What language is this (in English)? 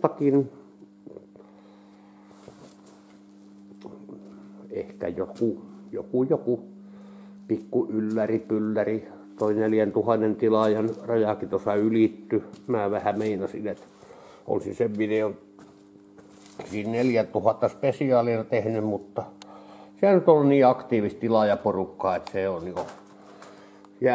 Finnish